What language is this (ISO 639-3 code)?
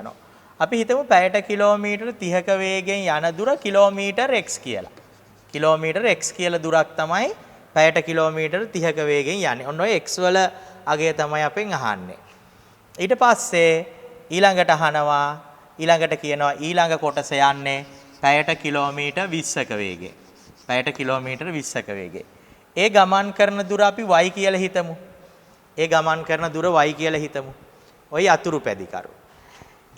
sin